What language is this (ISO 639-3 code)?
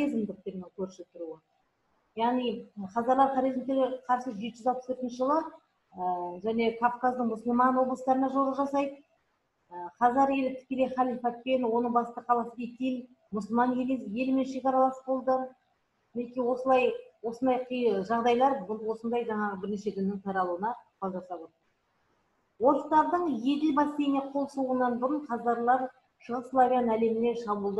kaz